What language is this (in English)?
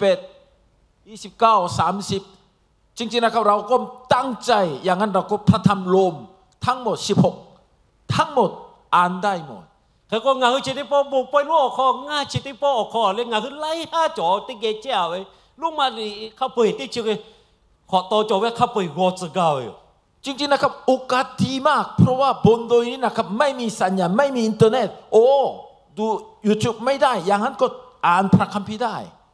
Lahu